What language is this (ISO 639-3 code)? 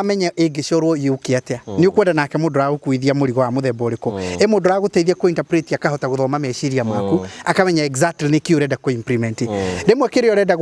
kik